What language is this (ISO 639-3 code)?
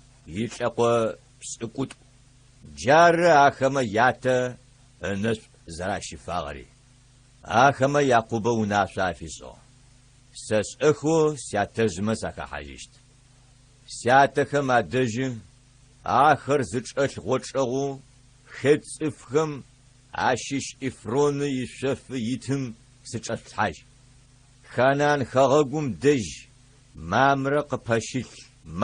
ady